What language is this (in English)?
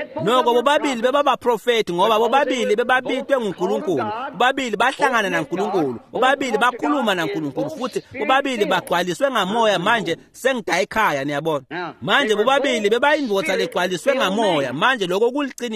Swati